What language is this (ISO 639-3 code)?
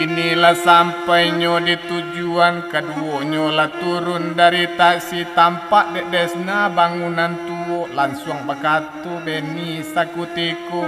min